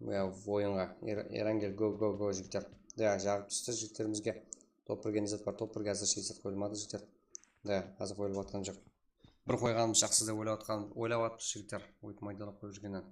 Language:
Kara-Kalpak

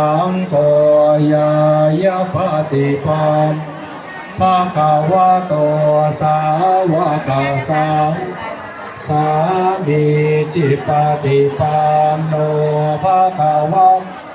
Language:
Pali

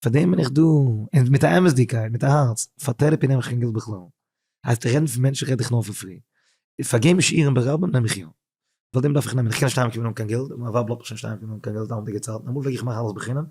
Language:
Yiddish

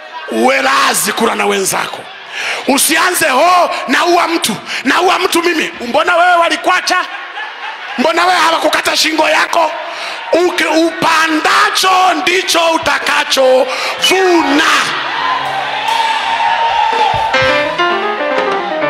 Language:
Swahili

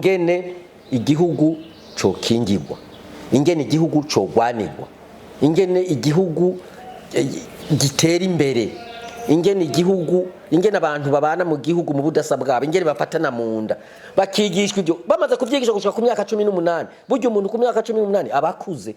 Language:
Rundi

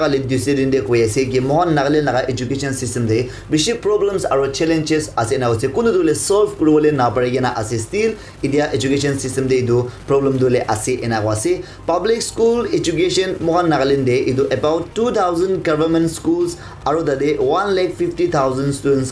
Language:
Naga Pidgin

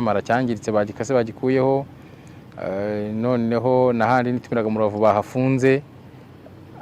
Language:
Kinyarwanda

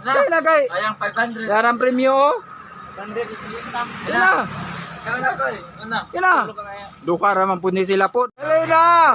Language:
Cebuano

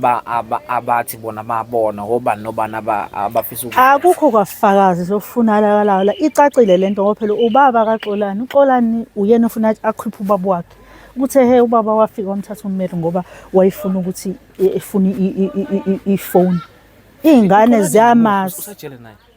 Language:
Zulu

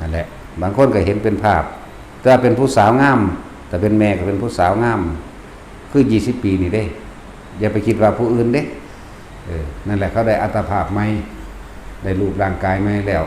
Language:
Northeastern Thai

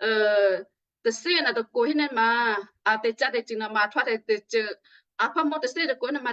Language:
Western Kayah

